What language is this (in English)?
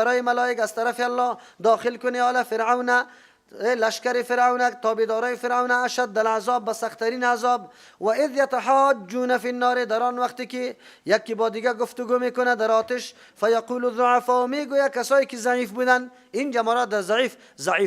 Persian